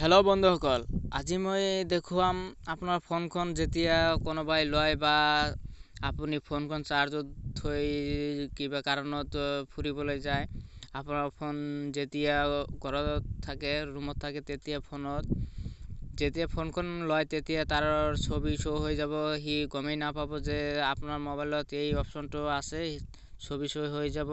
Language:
Assamese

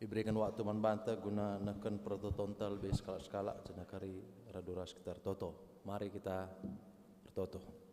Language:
Batak Karo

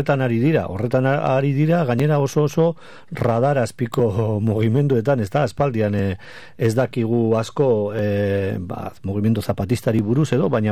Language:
Basque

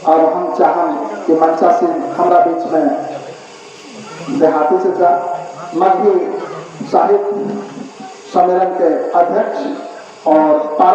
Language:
Magahi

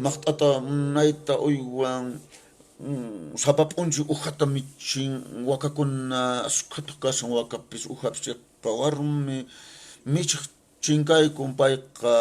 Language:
Quechua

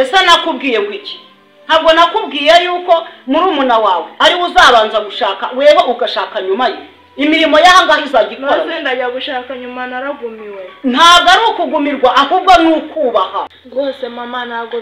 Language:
Kinyarwanda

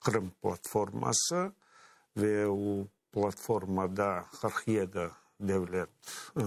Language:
Crimean Tatar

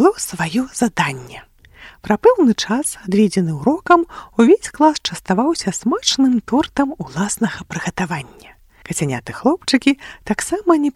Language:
Belarusian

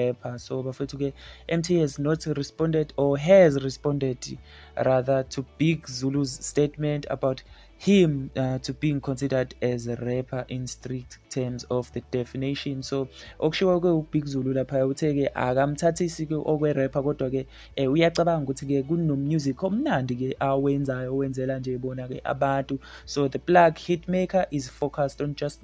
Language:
Zulu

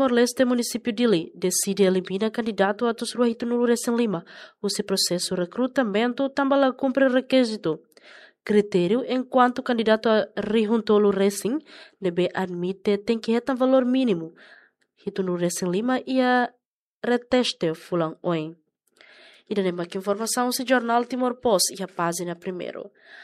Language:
Tetum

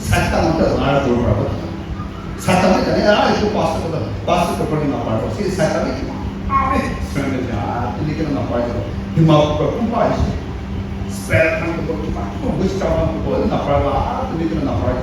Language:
Chokri Naga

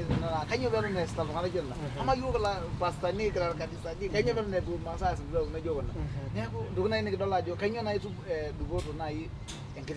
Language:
Masai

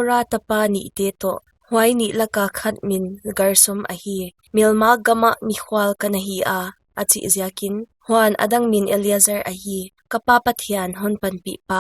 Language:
Paite Chin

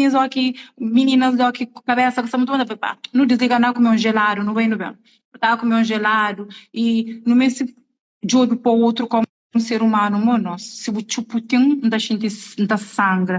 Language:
Kabuverdianu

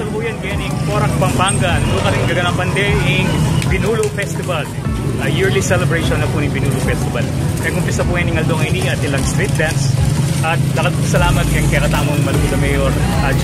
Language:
Pampanga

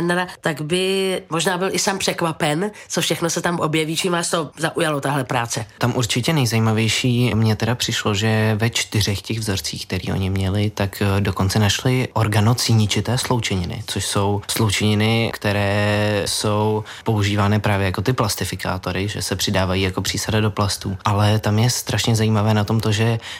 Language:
Czech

